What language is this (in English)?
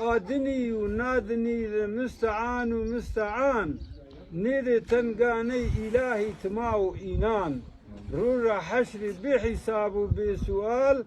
Zaza